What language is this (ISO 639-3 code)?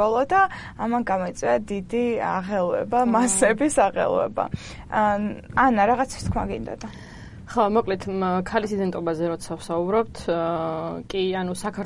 kat